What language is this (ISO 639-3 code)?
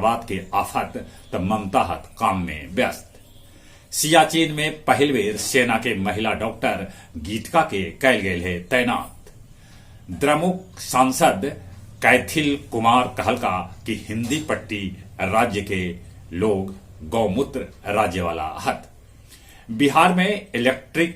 mag